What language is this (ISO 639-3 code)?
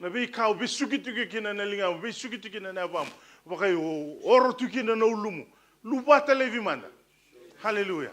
fij